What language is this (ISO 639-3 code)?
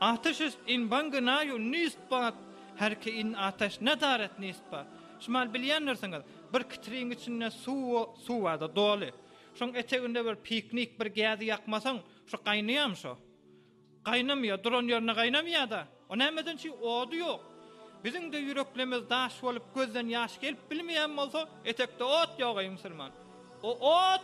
tuk